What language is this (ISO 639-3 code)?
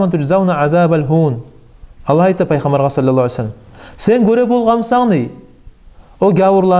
kum